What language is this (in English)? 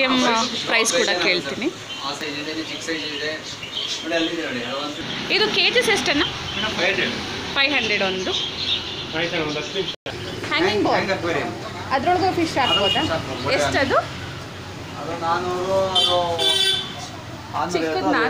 Kannada